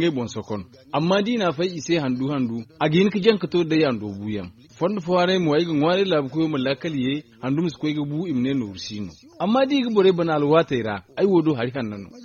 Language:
Zarma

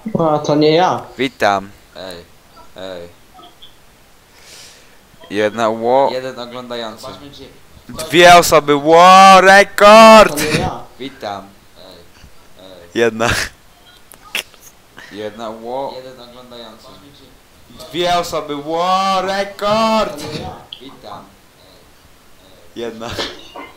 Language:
Polish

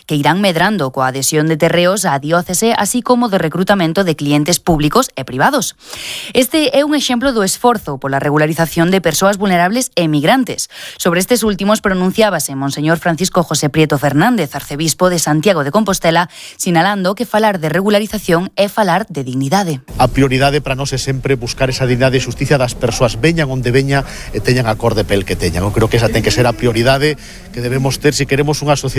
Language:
Galician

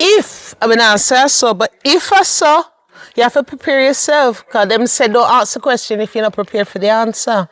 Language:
Jamaican Creole English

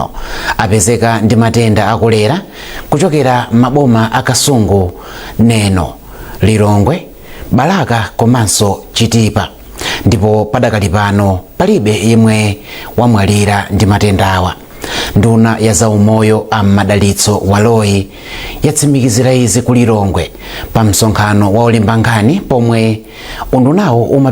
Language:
Nyanja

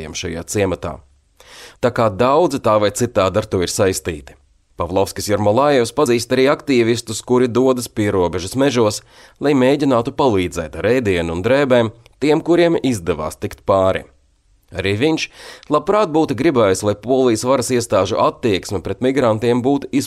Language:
Latvian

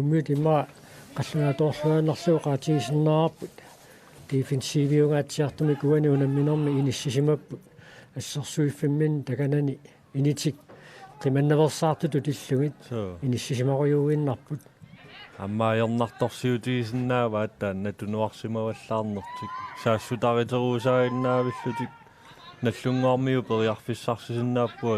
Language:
Kalaallisut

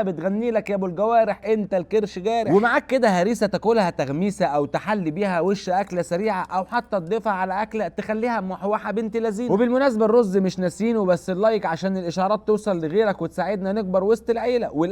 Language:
Egyptian Arabic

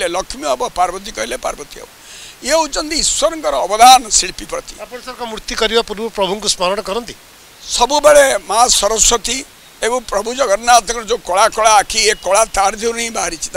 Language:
Odia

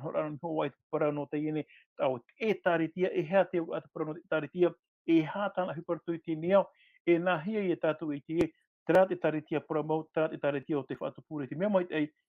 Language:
Tahitian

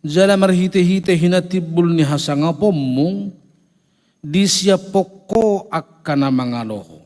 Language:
Batak Toba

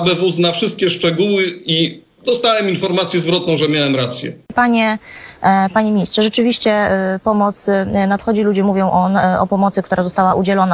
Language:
Polish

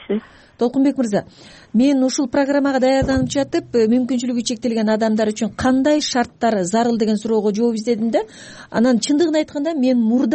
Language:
Kyrgyz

